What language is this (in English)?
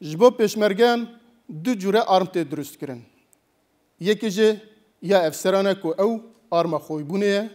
Kurdish